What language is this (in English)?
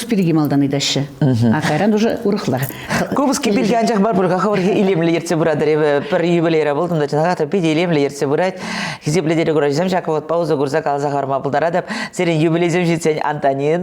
Chuvash